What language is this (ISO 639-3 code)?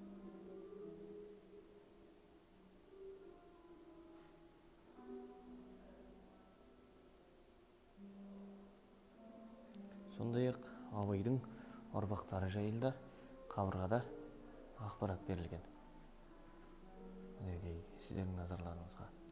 kaz